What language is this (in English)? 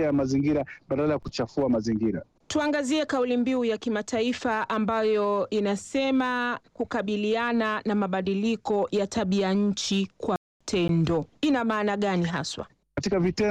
Swahili